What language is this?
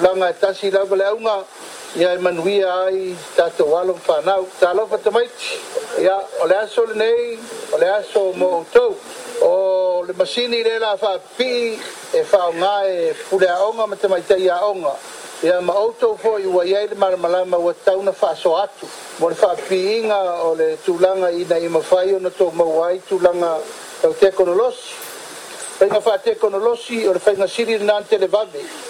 Samoan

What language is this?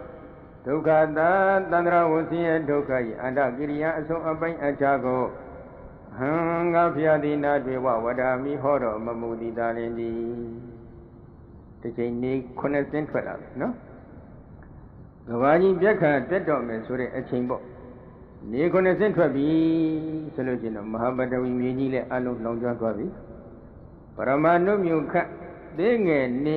Burmese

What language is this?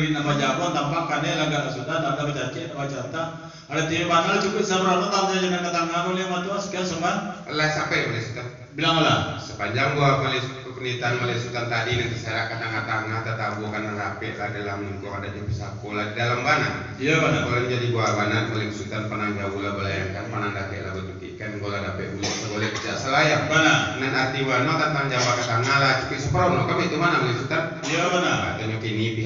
Minangkabau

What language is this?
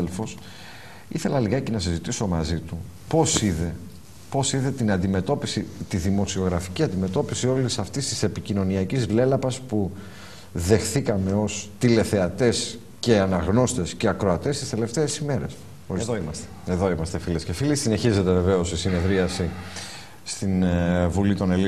Greek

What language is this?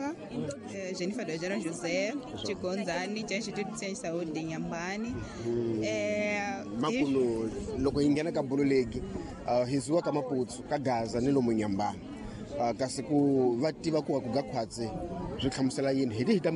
Tsonga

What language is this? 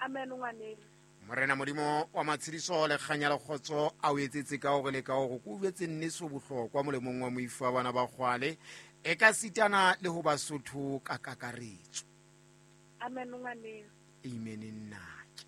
Southern Sotho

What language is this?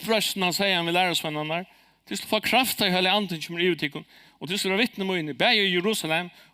Faroese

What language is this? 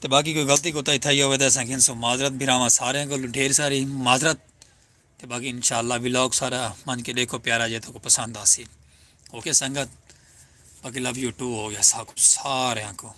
Saraiki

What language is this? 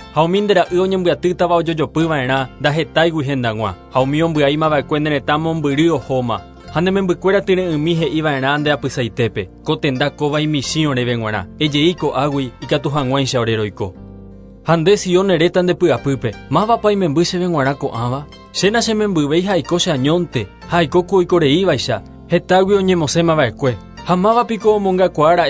Guarani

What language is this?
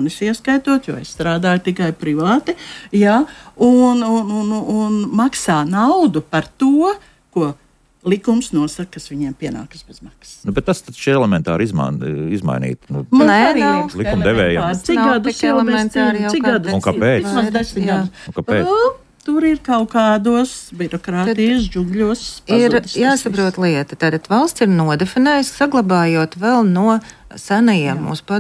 Latvian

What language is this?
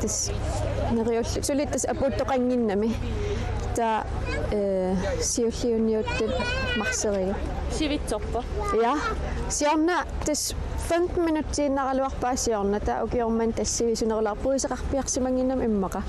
Kalaallisut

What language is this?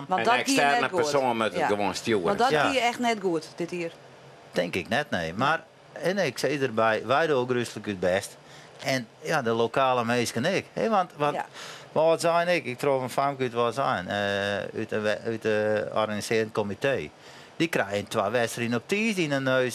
Western Frisian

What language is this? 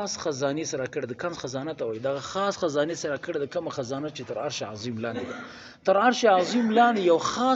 Pashto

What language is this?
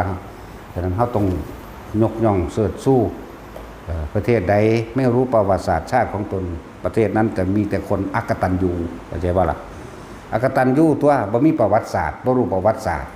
Northeastern Thai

